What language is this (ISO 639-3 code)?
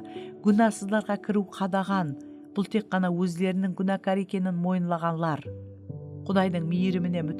kaa